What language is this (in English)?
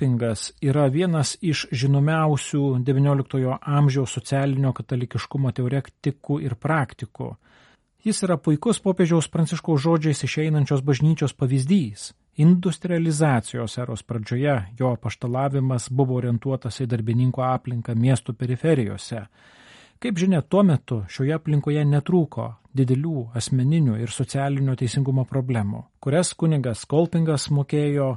Lithuanian